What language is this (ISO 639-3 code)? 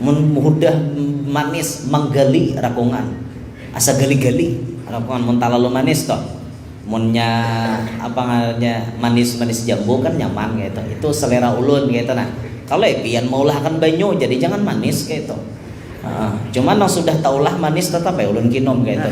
bjn